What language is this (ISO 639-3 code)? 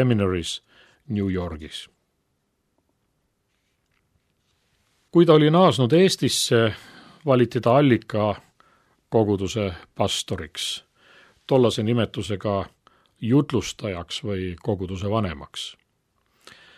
est